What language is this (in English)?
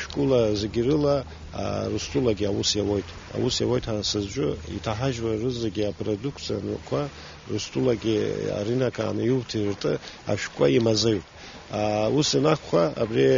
Abkhazian